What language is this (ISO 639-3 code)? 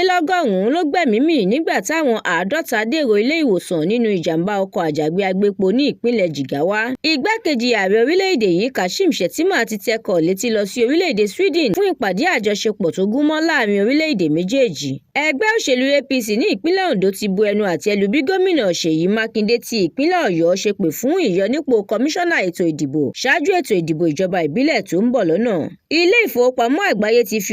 yor